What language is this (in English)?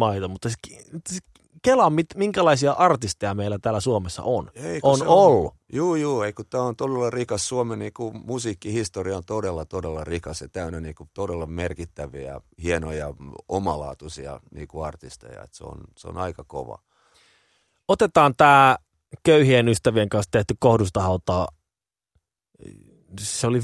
Finnish